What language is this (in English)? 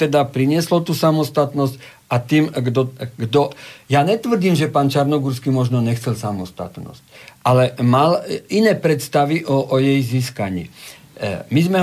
Slovak